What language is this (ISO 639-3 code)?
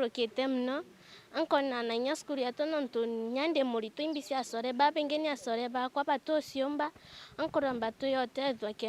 mer